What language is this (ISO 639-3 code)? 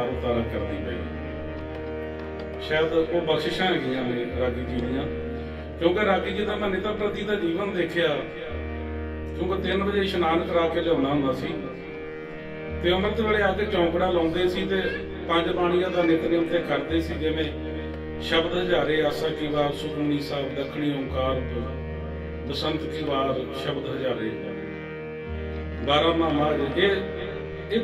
pan